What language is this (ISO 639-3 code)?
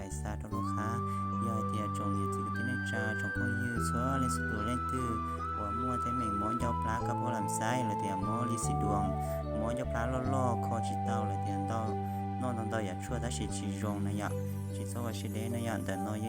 hmn